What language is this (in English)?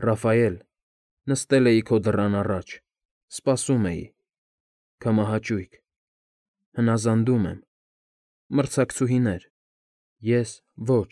Armenian